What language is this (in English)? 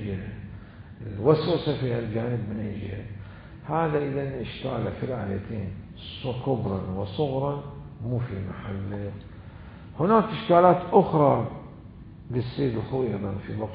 Mesopotamian Arabic